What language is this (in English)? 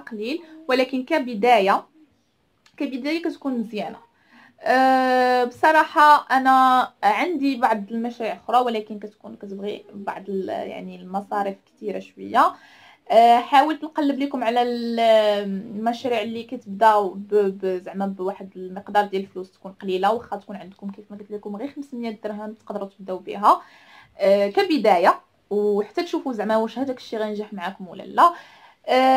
Moroccan Arabic